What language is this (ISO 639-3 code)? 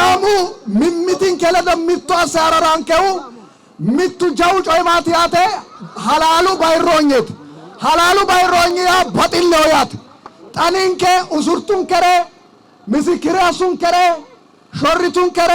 sid